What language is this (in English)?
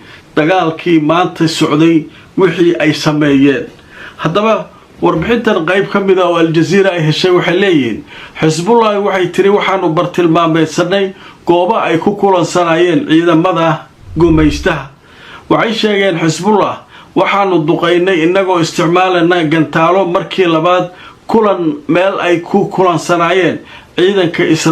Somali